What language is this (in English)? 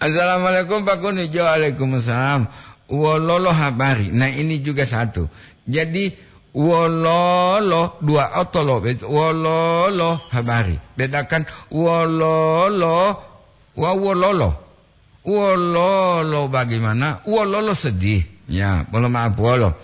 Gorontalo